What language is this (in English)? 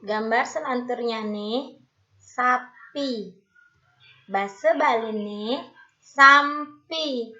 Balinese